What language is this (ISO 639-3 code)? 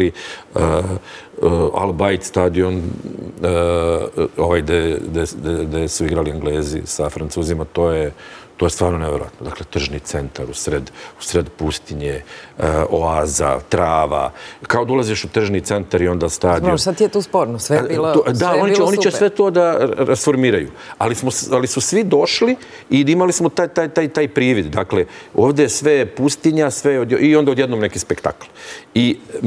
srp